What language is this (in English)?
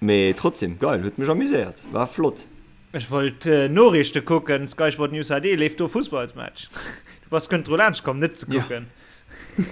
Luxembourgish